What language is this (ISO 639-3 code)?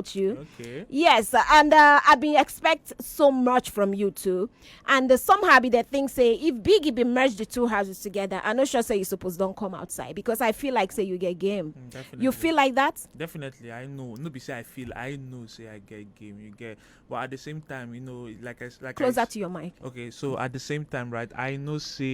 pcm